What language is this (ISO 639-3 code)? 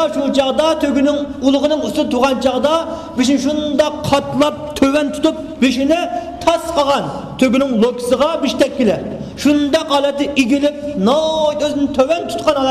uig